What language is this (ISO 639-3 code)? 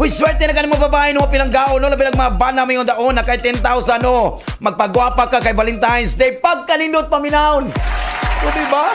ceb